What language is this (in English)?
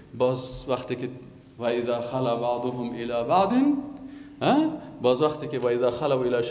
Persian